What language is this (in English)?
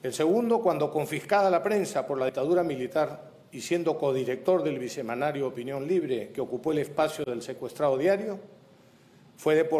Spanish